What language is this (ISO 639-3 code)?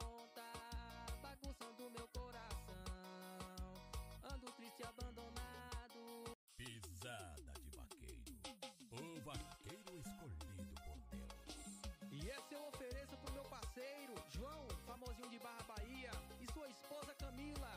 por